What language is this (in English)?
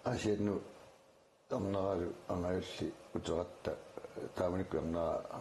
Kalaallisut